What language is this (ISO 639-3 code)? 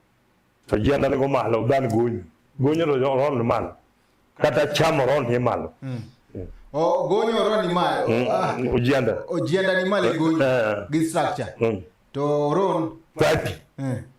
luo